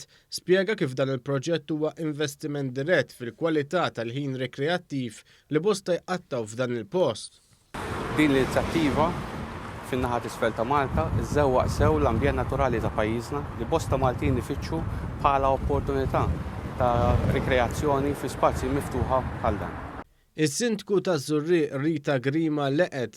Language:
Maltese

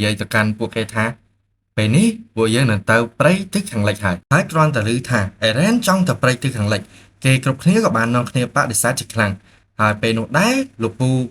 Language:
Khmer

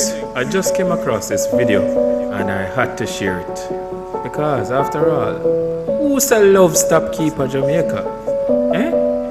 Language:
Jamaican Creole English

